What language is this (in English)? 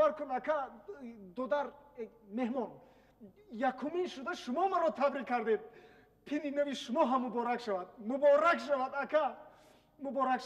Tajik